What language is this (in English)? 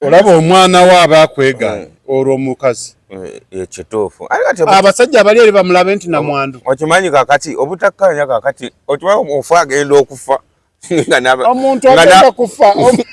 Ganda